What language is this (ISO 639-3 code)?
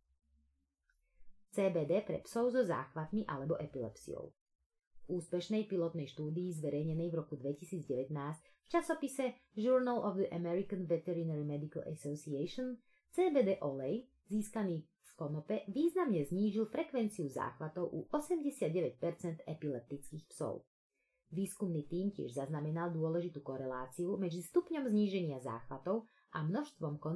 slk